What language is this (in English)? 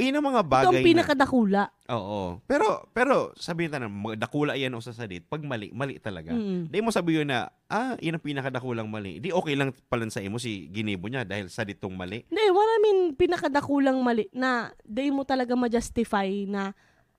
Bikol